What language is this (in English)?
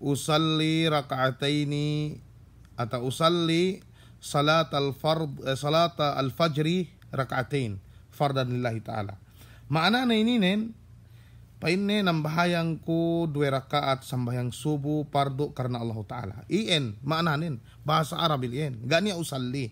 Yakan